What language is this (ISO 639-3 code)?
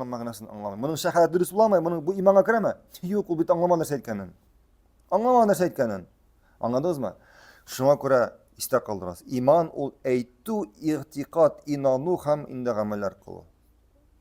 tat